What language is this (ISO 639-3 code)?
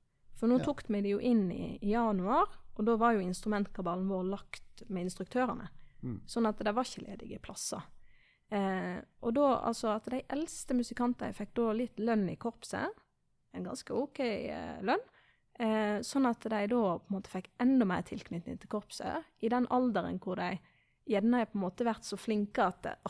nor